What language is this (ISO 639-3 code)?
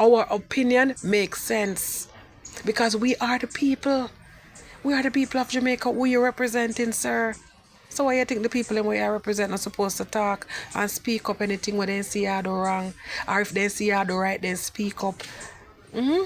jam